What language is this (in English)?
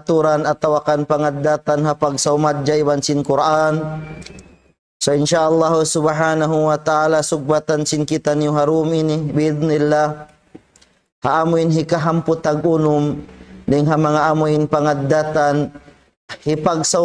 Tausug